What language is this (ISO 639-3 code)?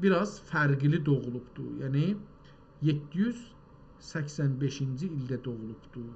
azb